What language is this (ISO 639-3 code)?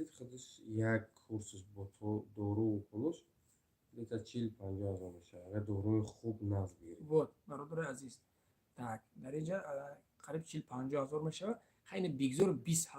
tgk